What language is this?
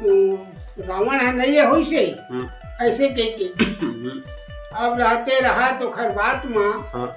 Chhattisgarhi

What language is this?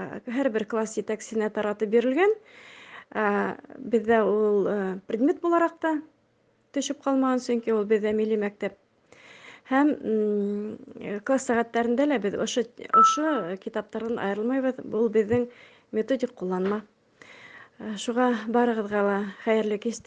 Bashkir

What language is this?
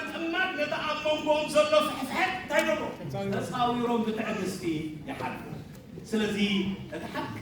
Tigrinya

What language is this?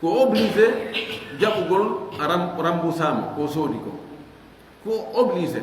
Fula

